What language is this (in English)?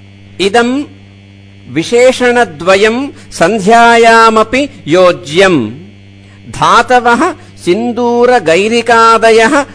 Sanskrit